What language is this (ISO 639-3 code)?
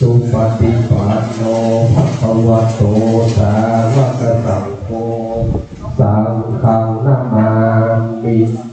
pli